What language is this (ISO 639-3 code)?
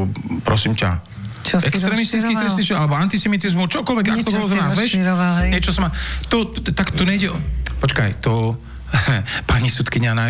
slk